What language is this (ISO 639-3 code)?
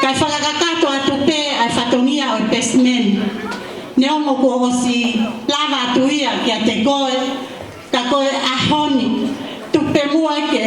ton